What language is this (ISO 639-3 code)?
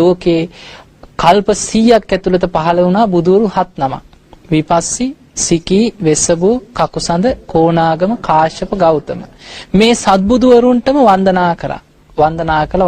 sin